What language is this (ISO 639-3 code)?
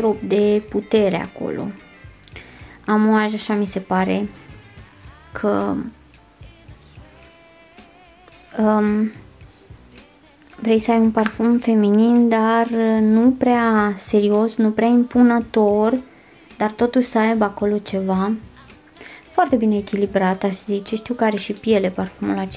ron